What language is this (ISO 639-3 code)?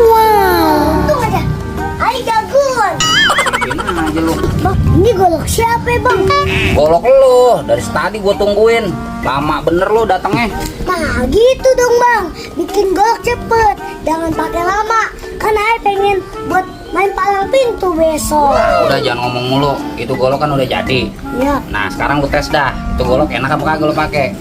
bew